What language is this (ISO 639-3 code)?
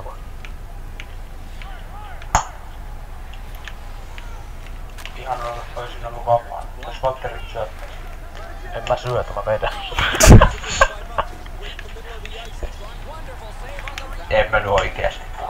fin